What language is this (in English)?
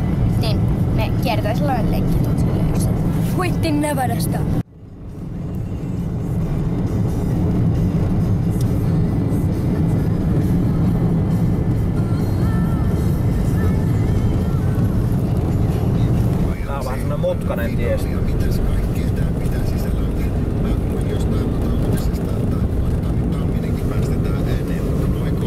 Finnish